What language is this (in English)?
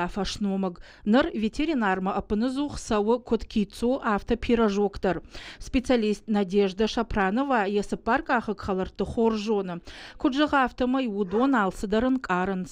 Ossetic